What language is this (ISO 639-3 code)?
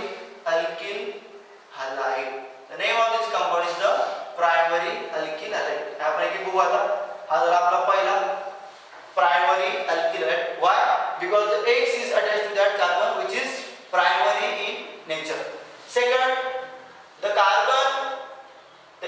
mar